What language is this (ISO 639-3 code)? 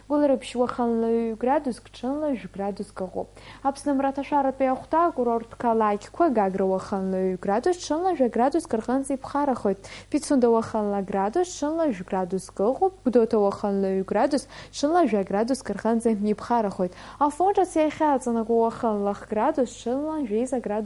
abk